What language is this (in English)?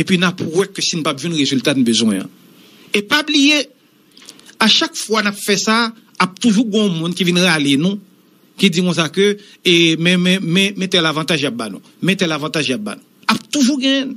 Haitian Creole